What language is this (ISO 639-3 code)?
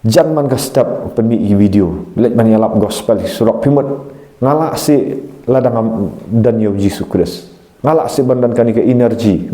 kha